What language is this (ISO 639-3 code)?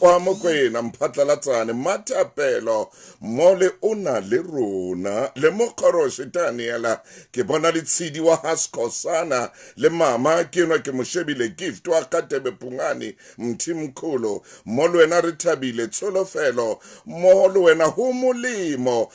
sot